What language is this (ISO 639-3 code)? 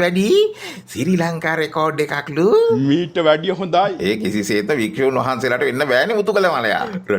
sin